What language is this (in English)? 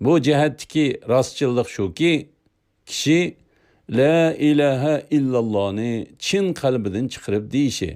Uyghur